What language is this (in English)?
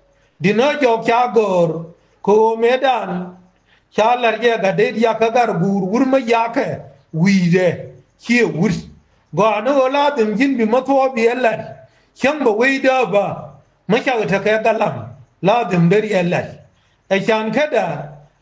Nuer